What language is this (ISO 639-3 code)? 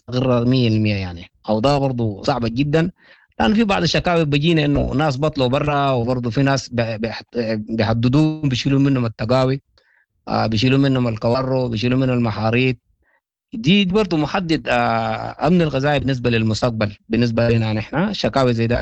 apd